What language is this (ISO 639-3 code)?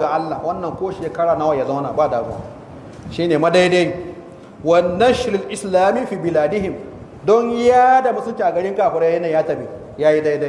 hau